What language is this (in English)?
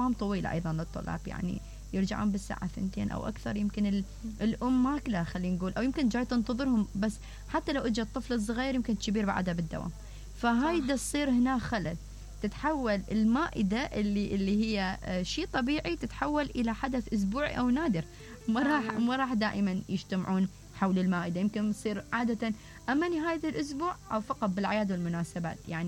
Mesopotamian Arabic